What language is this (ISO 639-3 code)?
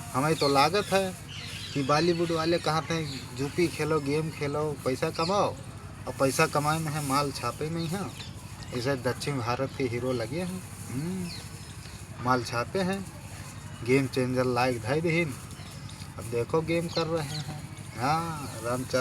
awa